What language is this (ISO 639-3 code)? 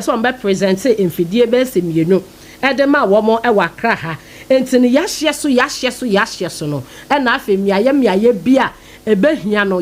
aka